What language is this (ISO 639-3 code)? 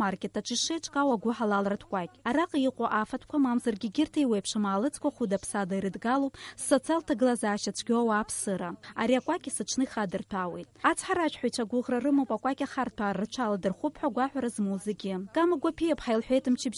abk